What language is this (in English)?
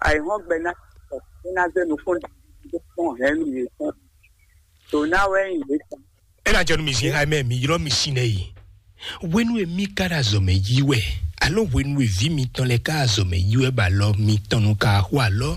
Fon